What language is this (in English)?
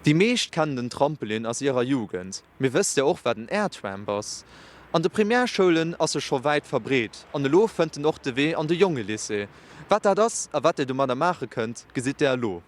Luxembourgish